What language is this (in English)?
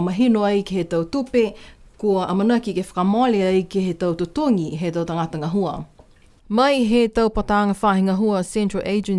Niuean